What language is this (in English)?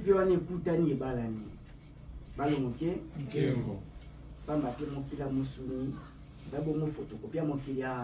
Lingala